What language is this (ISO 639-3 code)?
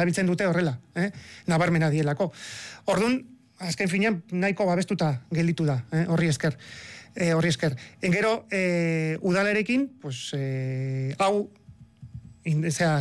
eus